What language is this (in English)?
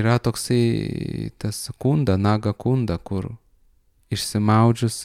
Lithuanian